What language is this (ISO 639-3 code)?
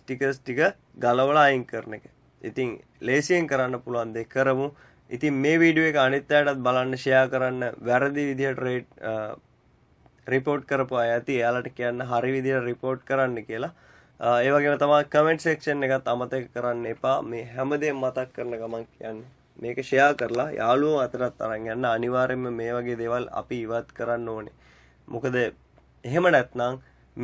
sin